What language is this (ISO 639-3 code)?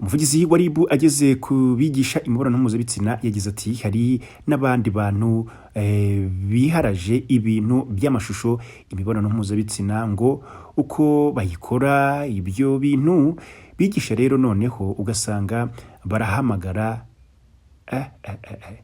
kin